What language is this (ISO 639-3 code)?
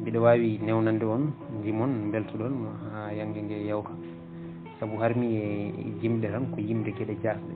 ful